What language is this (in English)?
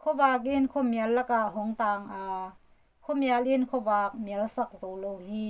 Tedim Chin